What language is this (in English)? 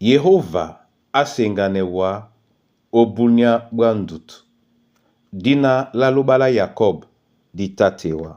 Duala